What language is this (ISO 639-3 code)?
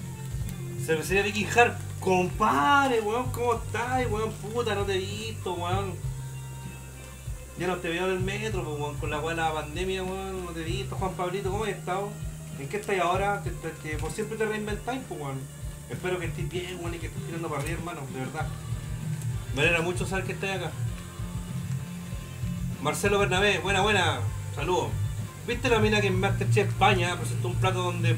spa